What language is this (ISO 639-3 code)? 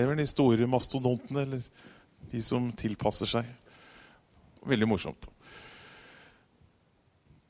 nor